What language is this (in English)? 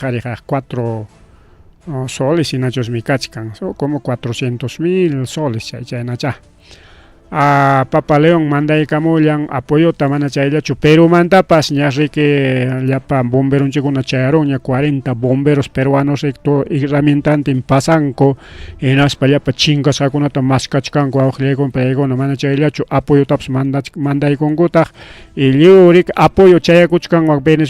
Ayacucho Quechua